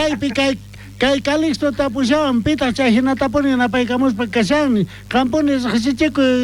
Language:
South Bolivian Quechua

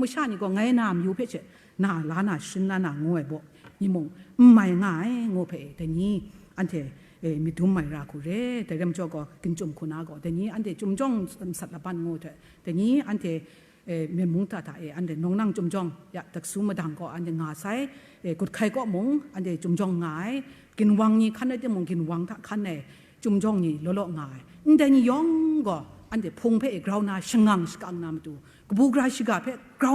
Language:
Kachin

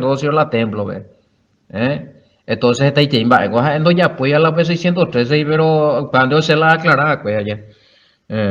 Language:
Guarani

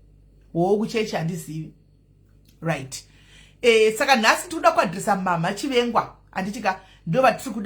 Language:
Shona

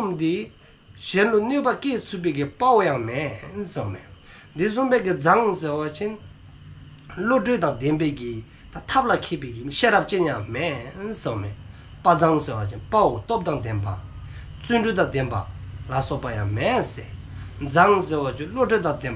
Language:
Dzongkha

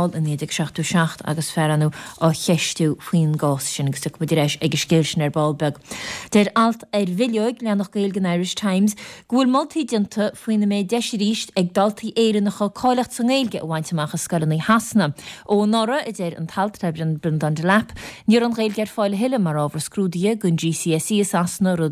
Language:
Irish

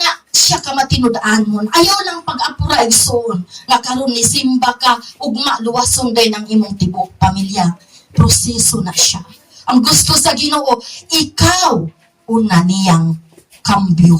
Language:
Cebuano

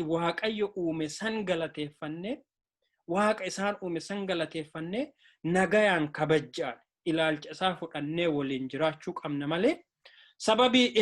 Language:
Oromo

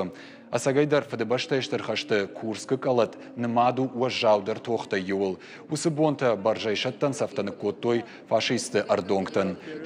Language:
Ossetic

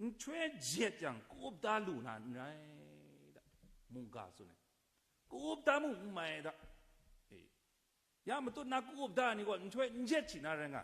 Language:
Kachin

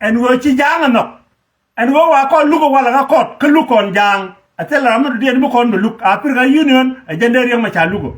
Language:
Nuer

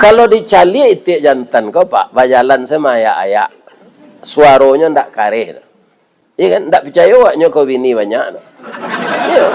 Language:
Minangkabau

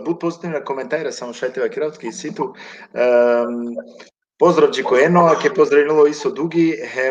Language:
Balkan Romani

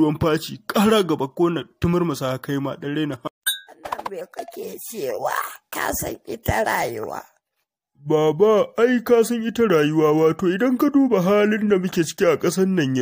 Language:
Hausa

